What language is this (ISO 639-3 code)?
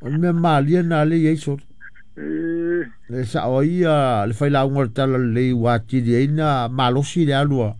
smo